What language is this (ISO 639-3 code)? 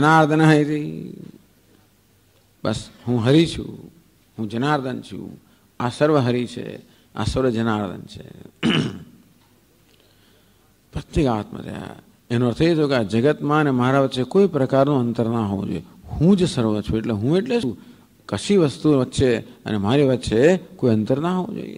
guj